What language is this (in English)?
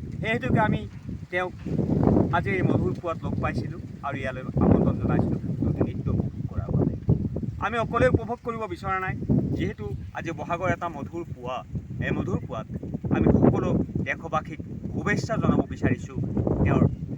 Assamese